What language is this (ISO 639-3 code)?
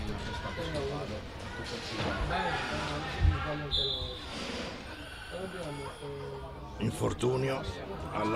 ita